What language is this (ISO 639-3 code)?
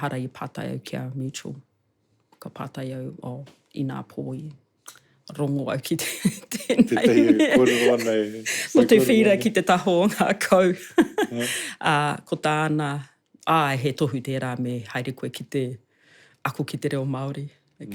mri